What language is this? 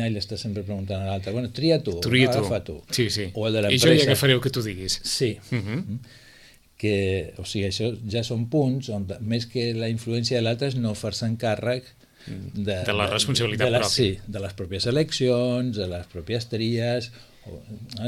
Catalan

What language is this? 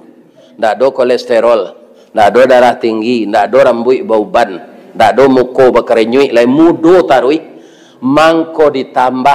Minangkabau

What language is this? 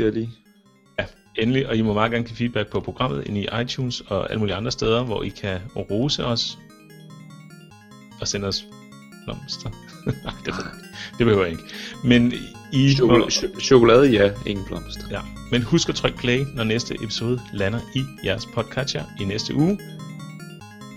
Danish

